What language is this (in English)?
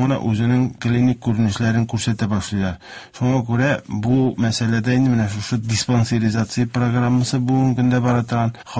Tatar